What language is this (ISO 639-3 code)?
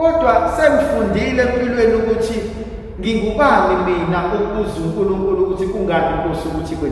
zul